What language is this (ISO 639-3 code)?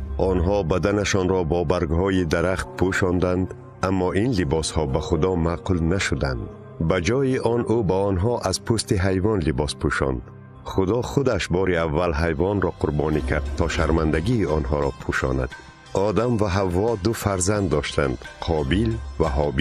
tgk